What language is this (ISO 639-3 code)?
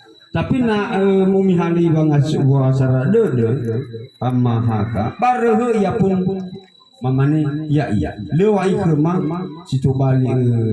nia